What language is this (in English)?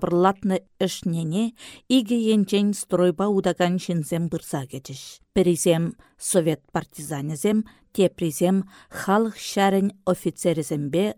Chuvash